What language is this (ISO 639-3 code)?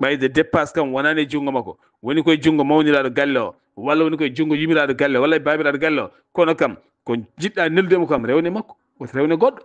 ful